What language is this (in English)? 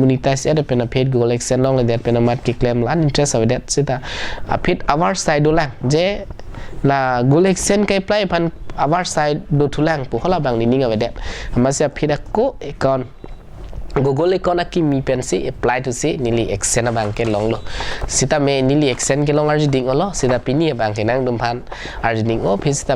Karbi